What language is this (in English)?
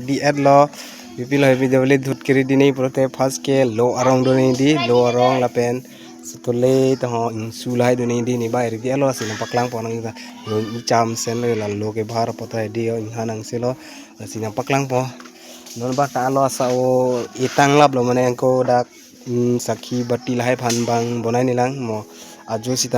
Karbi